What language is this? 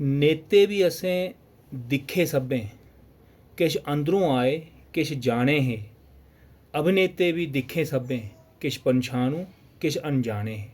Dogri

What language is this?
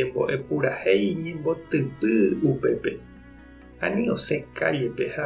Guarani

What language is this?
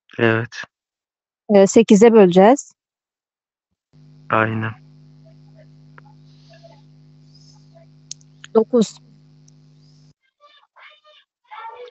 Turkish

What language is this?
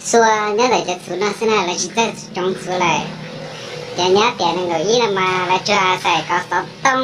Hmong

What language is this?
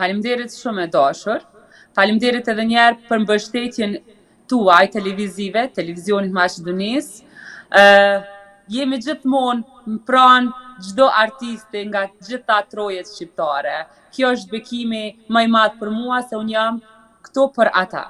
Albanian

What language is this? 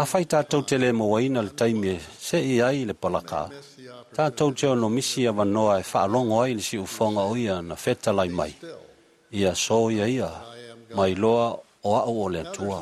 Samoan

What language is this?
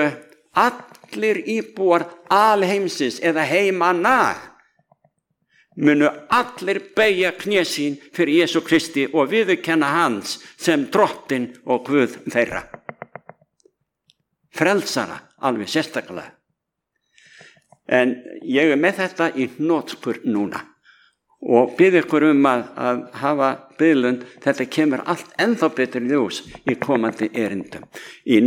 Icelandic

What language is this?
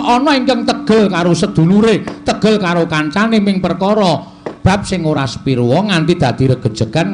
Javanese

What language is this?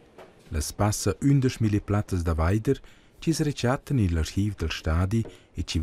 Romansh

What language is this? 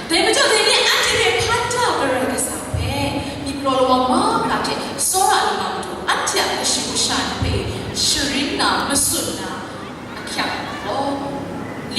Kachin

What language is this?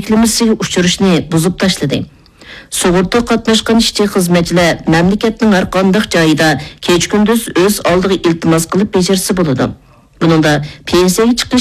Uyghur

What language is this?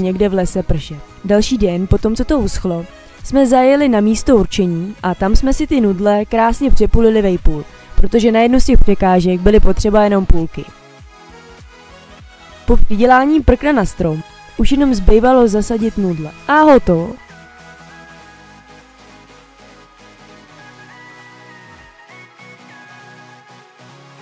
Czech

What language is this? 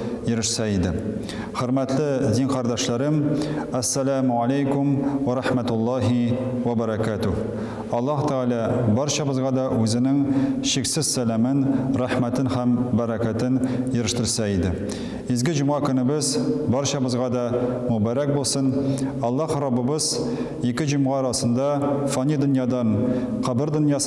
Tatar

